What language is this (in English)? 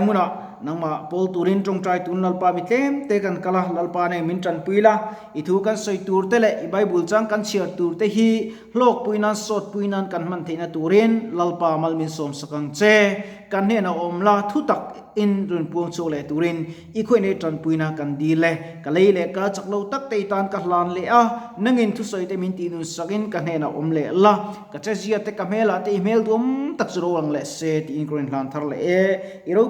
Mizo